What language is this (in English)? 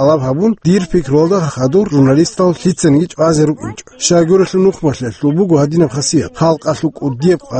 Avaric